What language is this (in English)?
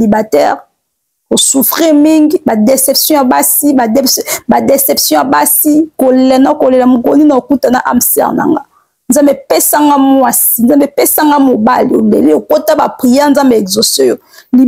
Lingala